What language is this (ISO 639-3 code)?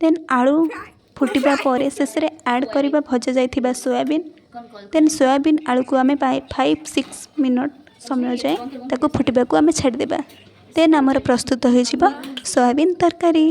ori